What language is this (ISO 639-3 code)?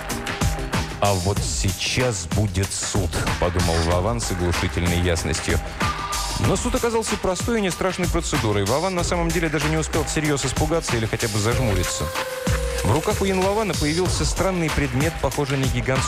rus